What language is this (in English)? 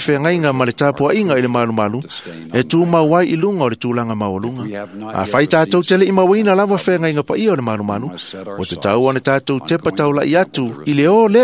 Samoan